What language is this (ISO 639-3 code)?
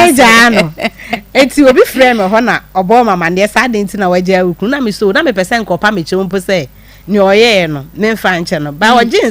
aka